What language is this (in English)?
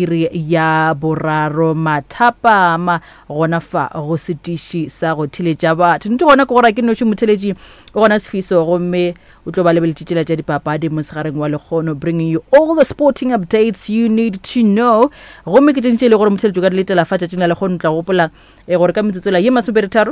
Northern Sotho